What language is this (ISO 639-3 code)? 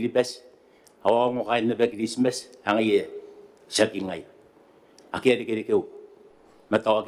gil